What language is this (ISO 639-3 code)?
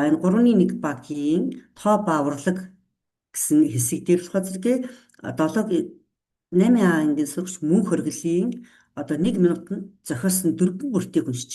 mon